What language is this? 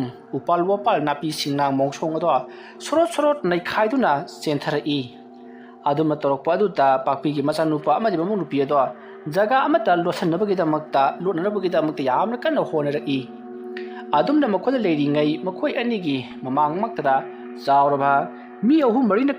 Manipuri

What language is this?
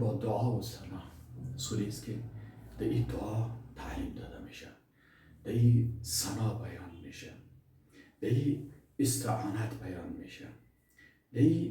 Persian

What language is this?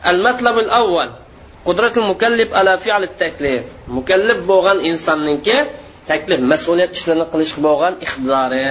Uyghur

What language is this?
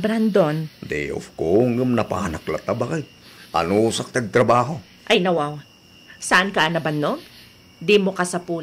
Iloko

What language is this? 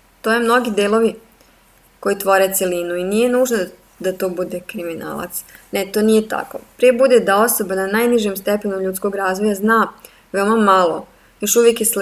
Serbian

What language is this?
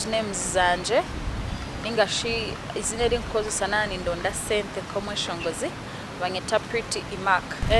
Nyankole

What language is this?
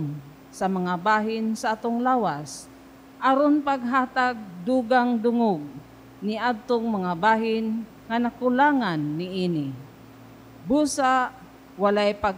Cebuano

